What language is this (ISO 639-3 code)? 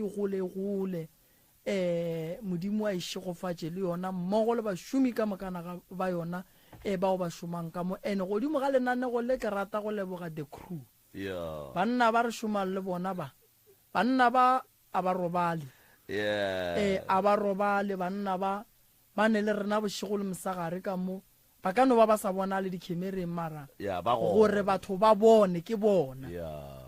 nso